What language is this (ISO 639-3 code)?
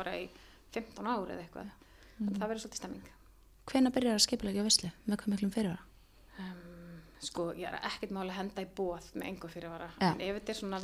isl